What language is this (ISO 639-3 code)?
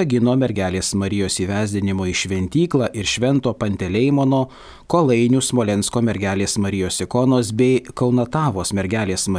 lit